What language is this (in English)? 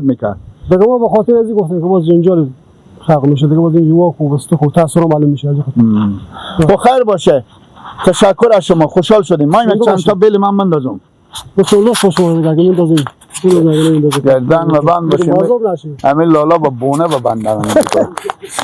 Persian